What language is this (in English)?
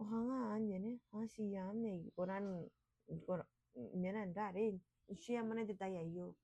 Gilbertese